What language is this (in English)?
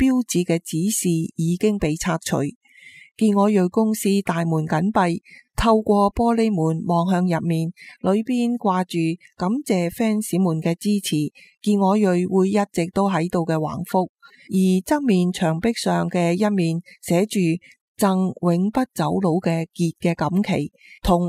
Cantonese